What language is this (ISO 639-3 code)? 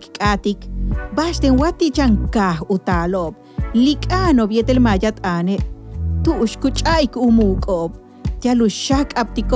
yua